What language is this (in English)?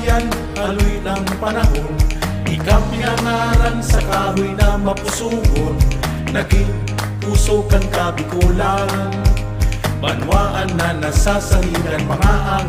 Bikol